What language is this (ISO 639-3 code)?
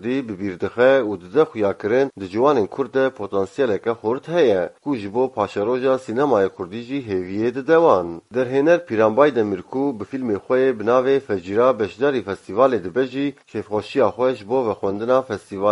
kur